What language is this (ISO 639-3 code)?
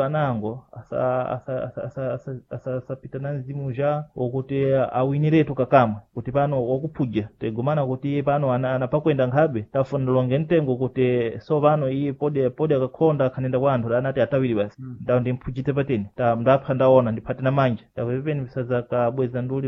seh